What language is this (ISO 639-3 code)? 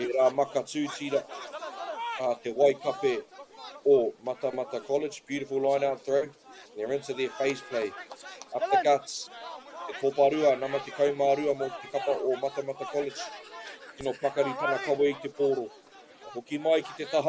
mri